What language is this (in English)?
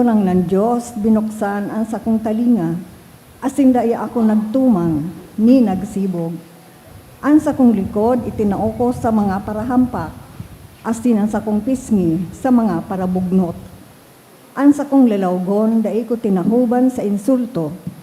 Bikol